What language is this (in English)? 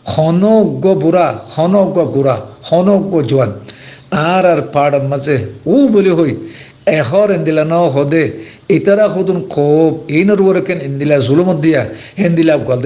Rohingya